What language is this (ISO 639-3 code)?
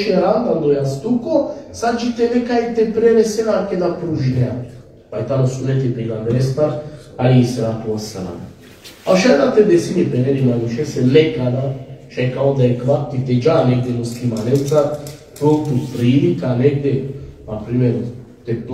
rmn